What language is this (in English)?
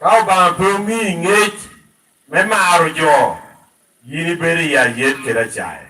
Lango (Uganda)